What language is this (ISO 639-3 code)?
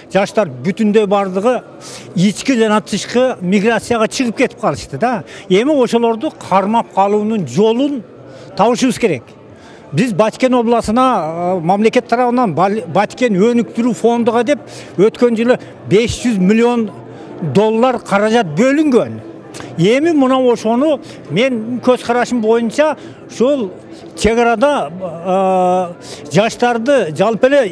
kir